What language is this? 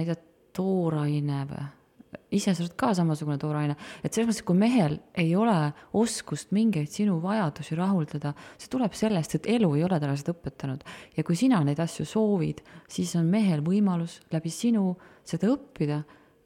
Estonian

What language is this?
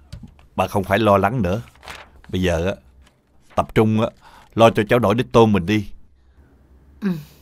Vietnamese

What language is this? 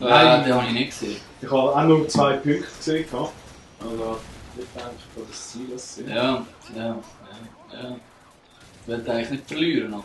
Swiss German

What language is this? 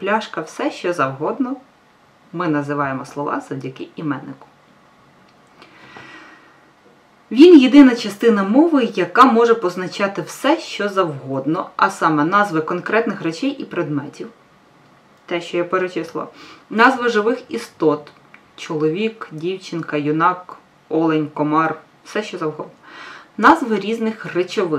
Ukrainian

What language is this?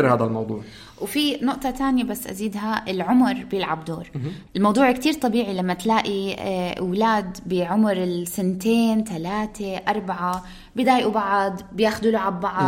North Levantine Arabic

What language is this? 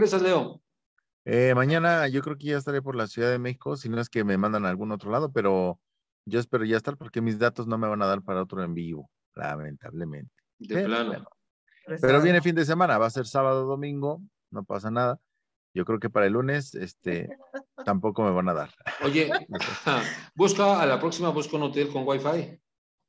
Spanish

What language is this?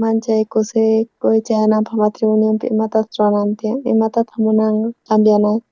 South Bolivian Quechua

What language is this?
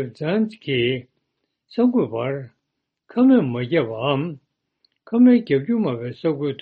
Tibetan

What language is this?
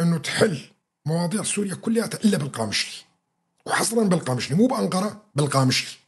North Levantine Arabic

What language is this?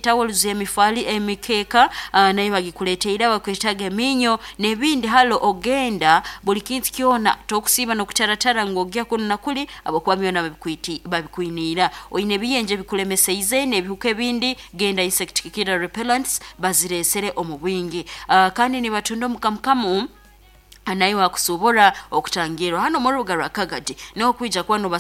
Nyoro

